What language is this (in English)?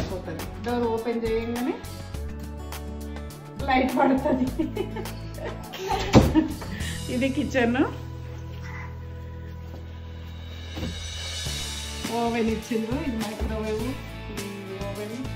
Telugu